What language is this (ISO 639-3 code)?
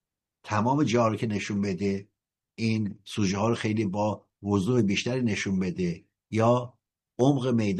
fas